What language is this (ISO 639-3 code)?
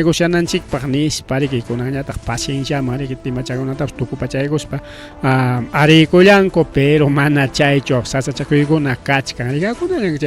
quy